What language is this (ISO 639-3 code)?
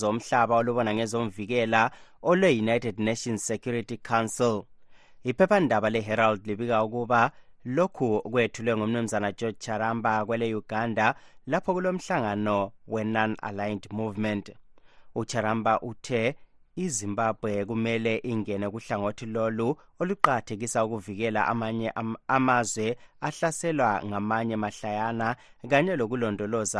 nde